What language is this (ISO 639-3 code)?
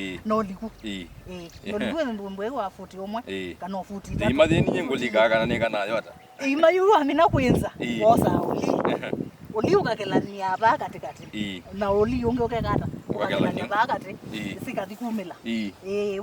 kam